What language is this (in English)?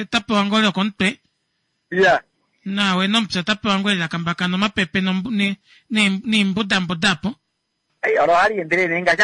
Kuanyama